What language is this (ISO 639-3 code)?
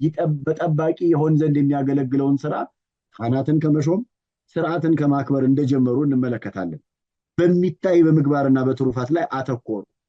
amh